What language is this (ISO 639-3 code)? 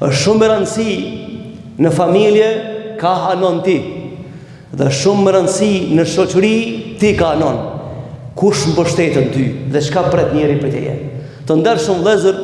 sqi